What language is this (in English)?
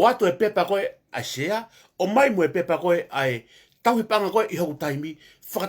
Tongan